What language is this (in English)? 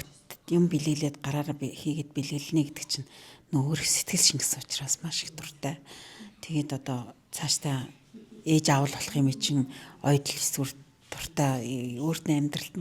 Mongolian